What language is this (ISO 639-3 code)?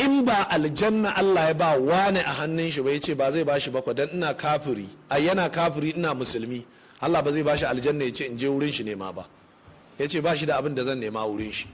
hau